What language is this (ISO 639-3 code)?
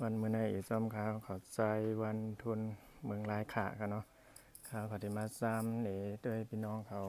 shn